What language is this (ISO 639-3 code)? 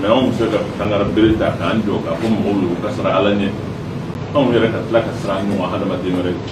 bam